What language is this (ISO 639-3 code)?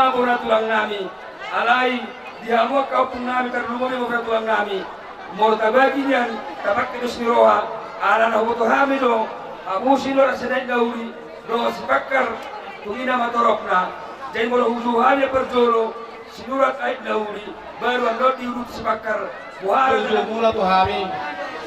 bbc